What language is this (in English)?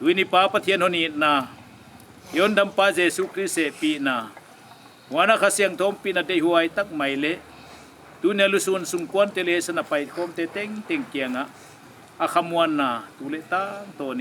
Paite Chin